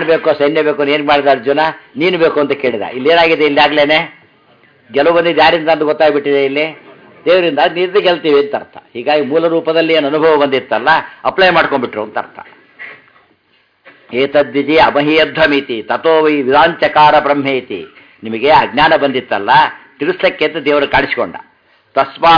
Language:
Kannada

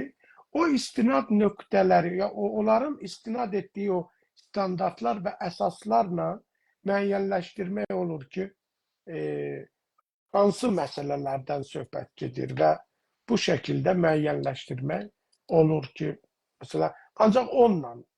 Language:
South Azerbaijani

